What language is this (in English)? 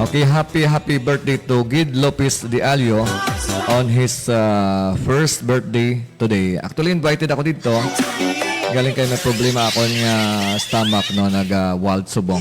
Hiligaynon